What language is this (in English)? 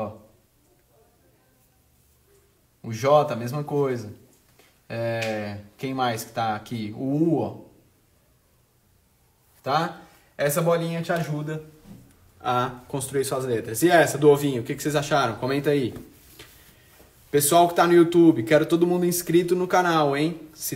Portuguese